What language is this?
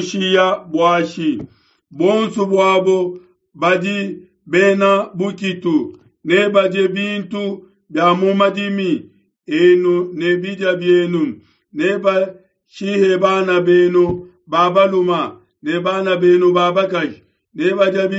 Luba-Lulua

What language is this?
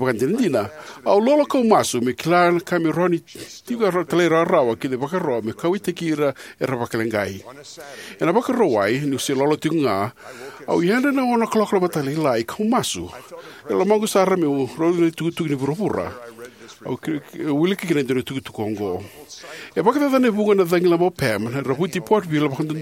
Fijian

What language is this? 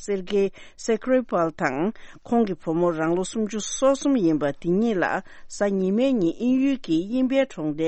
Tibetan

